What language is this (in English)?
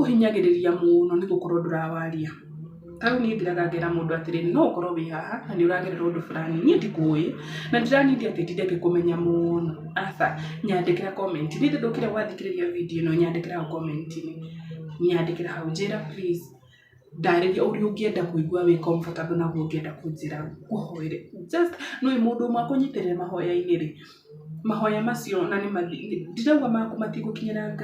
Kikuyu